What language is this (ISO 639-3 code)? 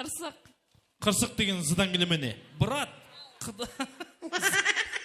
kaa